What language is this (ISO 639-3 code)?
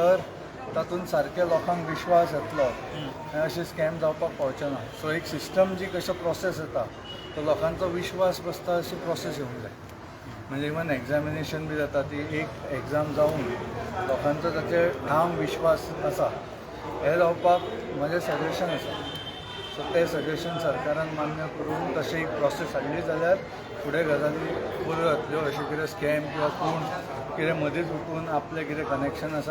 kok